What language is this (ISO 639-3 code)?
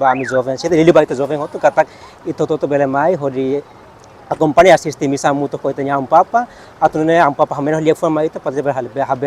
tet